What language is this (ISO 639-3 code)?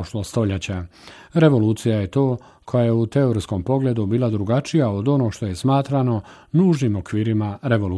bos